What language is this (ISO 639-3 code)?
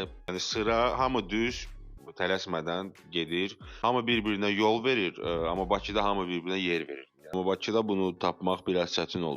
aze